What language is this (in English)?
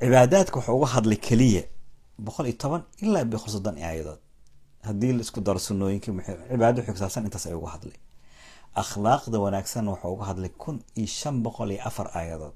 Somali